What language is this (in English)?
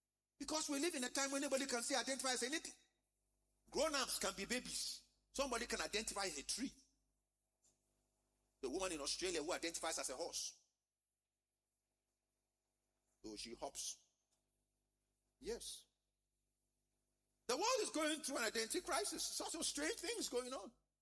English